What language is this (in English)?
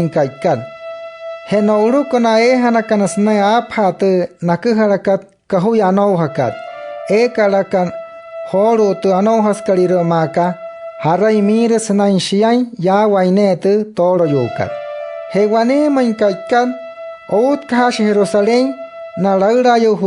Wayuu